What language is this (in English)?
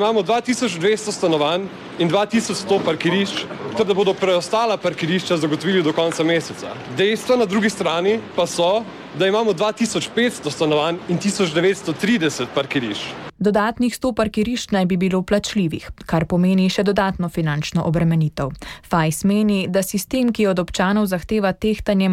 Slovenian